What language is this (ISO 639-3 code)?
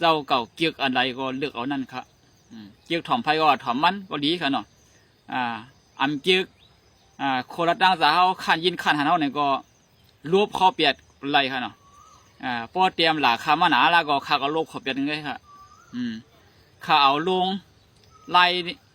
shn